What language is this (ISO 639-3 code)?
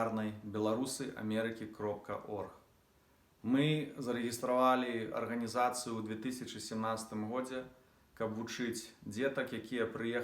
bel